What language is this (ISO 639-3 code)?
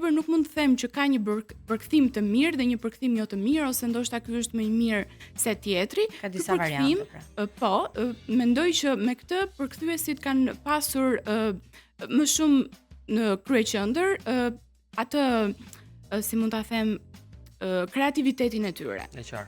sqi